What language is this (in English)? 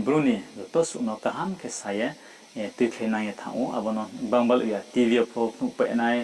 Riang (India)